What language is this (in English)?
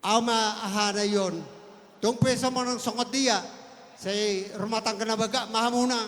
Batak Toba